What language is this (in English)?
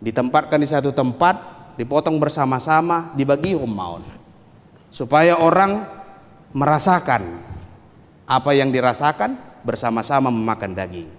Batak Toba